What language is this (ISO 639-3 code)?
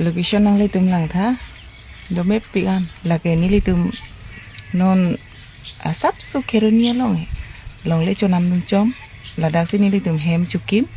mjw